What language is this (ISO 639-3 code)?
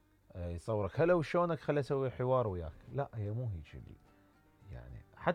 acm